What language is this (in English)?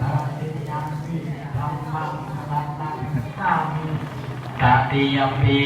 Pali